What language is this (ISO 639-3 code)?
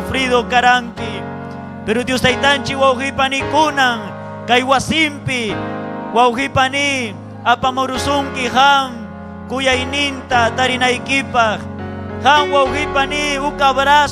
quy